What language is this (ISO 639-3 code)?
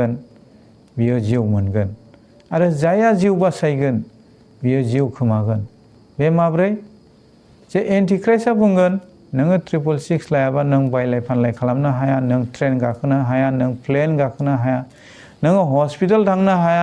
brx